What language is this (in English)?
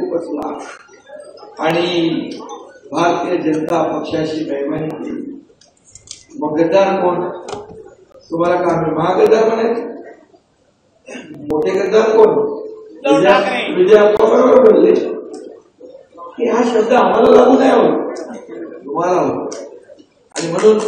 Marathi